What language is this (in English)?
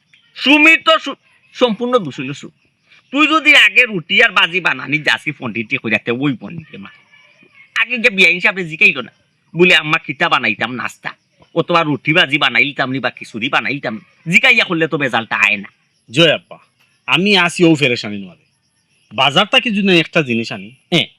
Sylheti